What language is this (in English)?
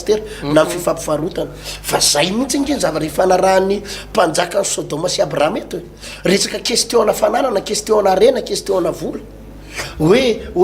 Malagasy